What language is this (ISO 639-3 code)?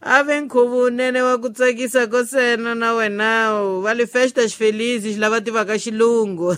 tso